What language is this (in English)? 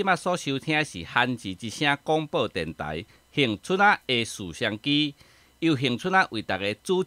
Min Nan Chinese